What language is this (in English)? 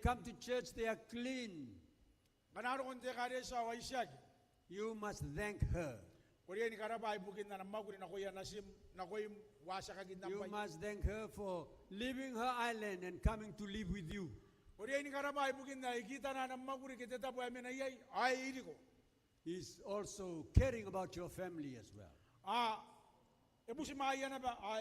Gilbertese